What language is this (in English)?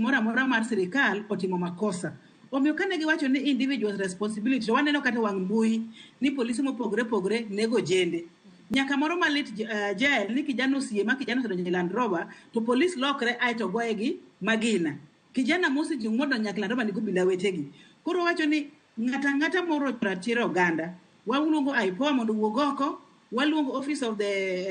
Luo (Kenya and Tanzania)